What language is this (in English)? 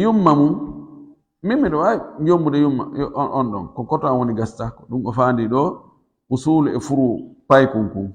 Fula